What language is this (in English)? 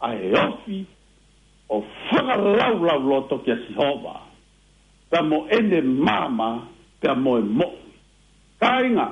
Tongan